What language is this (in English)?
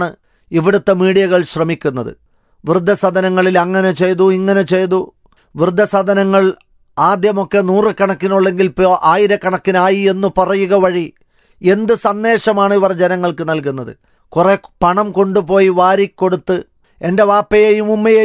Malayalam